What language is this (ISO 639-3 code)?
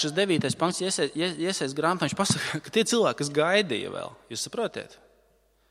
lav